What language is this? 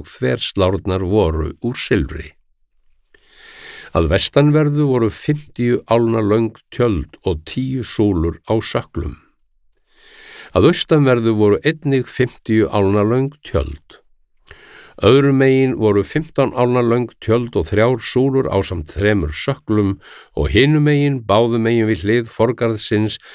Icelandic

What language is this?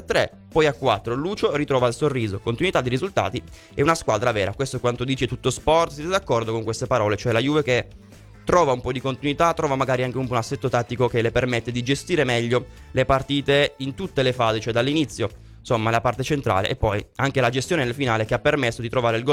Italian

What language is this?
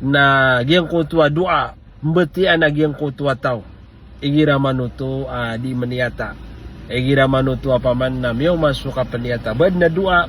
Maranao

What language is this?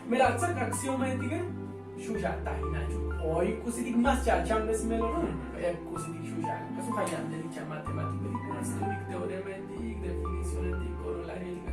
Tzotzil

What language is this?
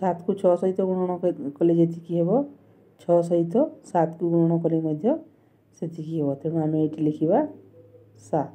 Odia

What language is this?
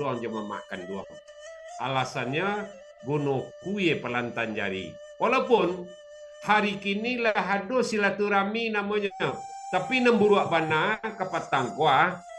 Minangkabau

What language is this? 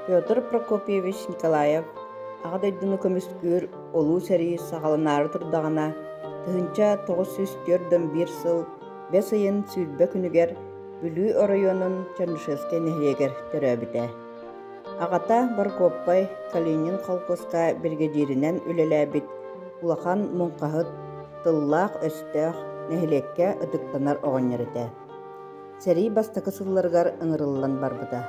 Yakut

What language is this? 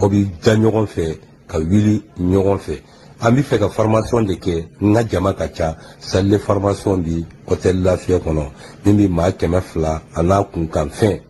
Bambara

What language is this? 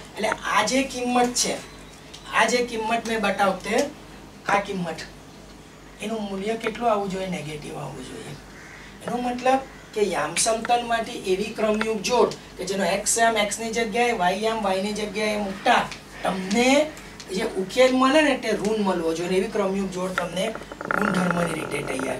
Gujarati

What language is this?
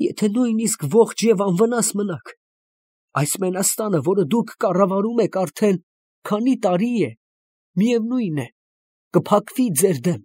Armenian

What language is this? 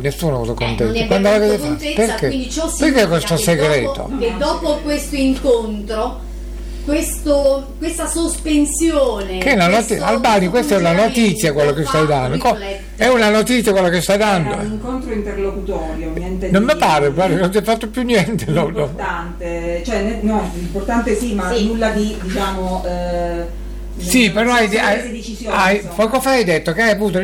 Italian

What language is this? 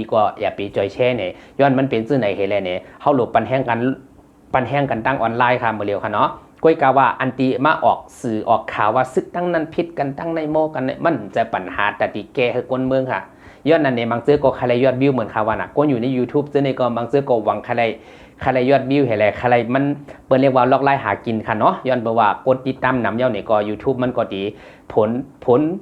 Shan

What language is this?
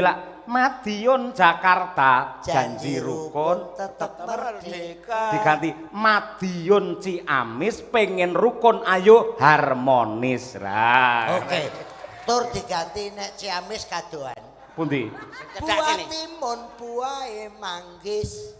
Javanese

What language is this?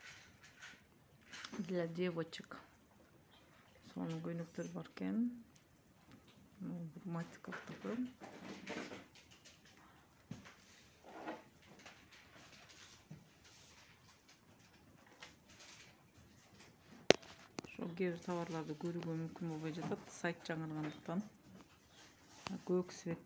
Kyrgyz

